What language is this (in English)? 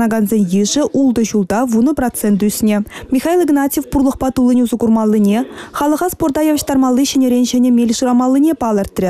Chuvash